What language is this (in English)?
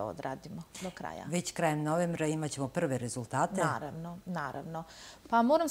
Serbian